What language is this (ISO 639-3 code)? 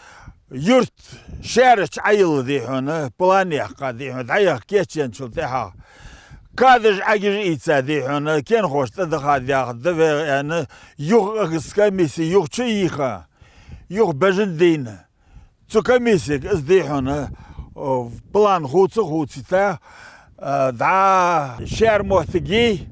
inh